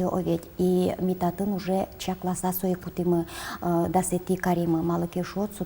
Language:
Udmurt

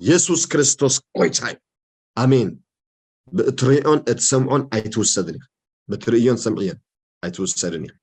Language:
Tigrinya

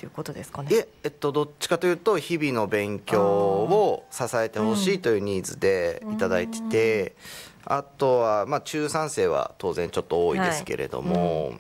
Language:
Japanese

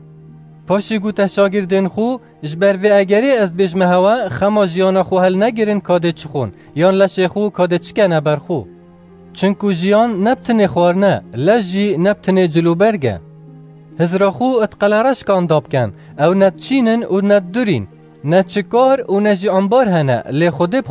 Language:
Kurdish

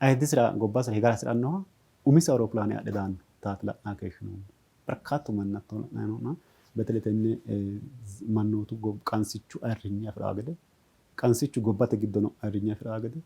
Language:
Sidamo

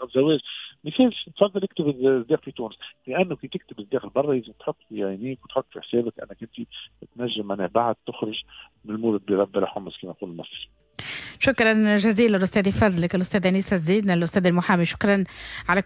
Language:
Tunisian Arabic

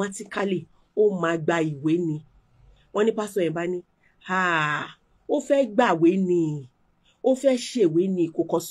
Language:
Yoruba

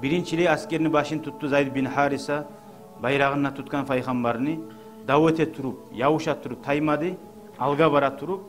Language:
Kumyk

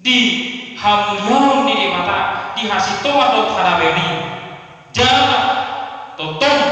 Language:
Batak Toba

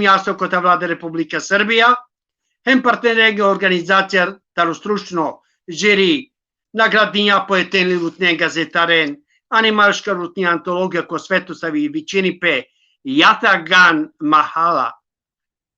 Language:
Balkan Romani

